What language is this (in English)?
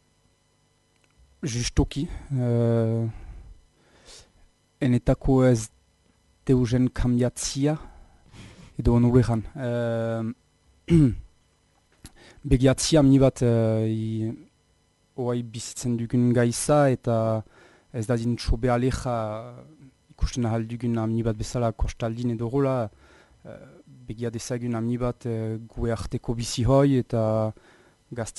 Basque